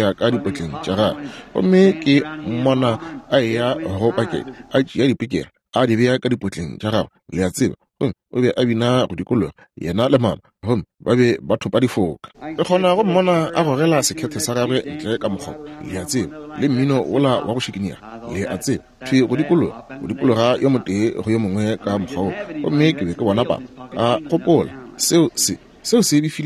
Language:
Northern Sotho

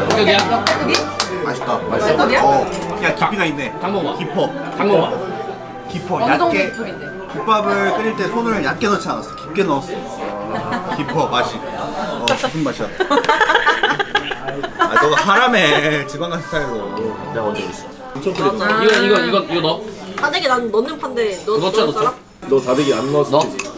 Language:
Korean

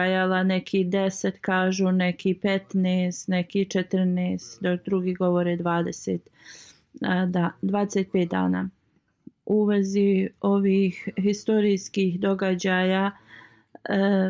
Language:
Bosnian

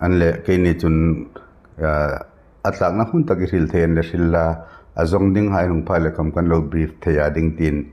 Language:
Hmar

